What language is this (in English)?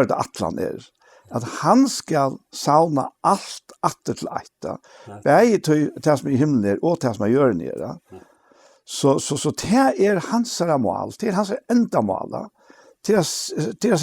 Faroese